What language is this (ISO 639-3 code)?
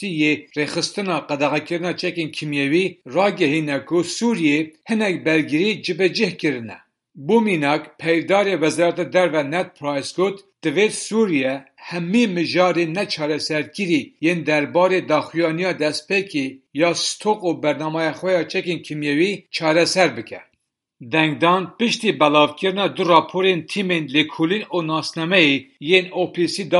kur